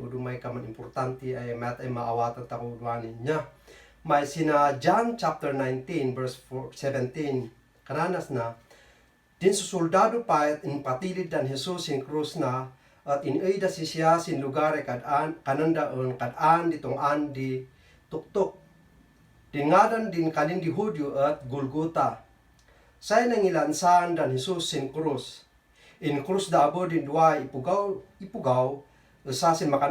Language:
Kankanaey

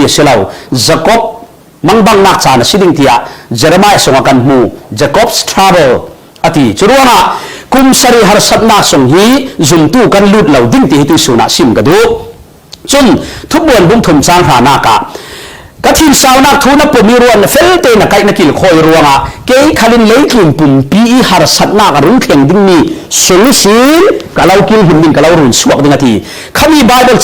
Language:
Falam Chin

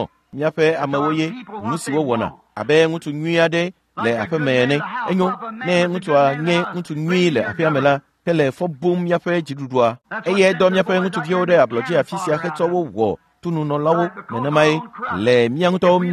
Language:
Ewe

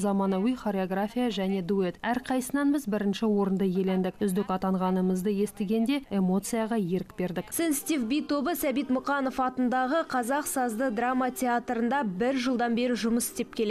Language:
Kazakh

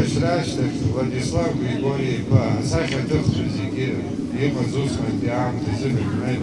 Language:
Abkhazian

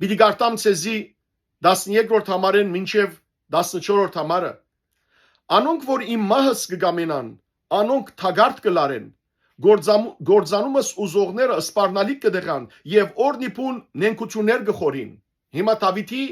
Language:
Western Armenian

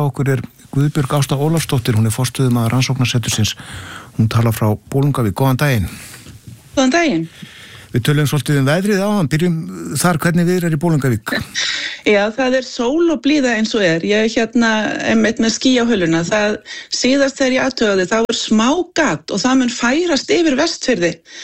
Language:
Icelandic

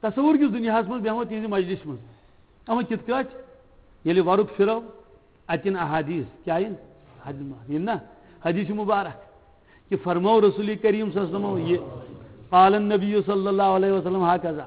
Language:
Kashmiri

